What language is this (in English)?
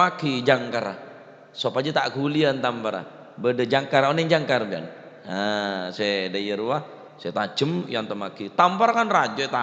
Madurese